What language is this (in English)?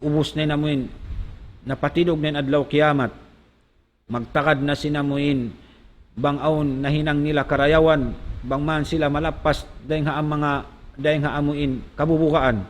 Tausug